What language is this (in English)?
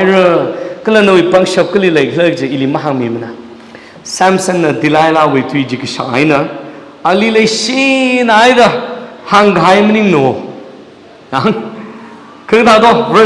Tangkhul Naga (India)